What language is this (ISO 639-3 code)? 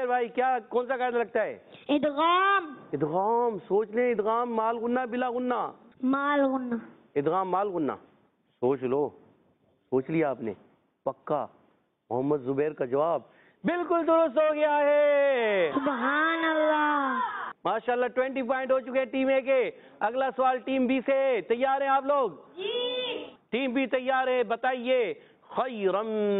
urd